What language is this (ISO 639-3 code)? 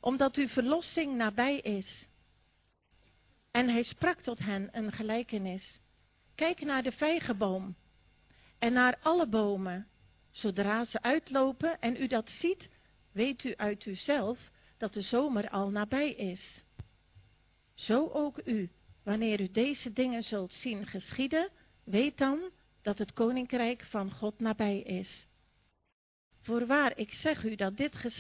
nld